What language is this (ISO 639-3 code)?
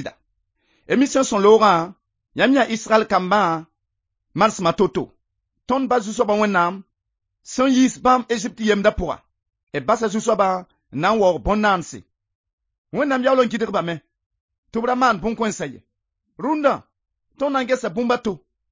mos